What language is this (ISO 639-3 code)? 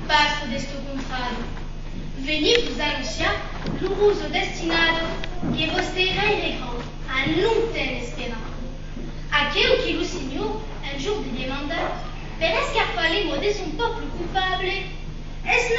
oci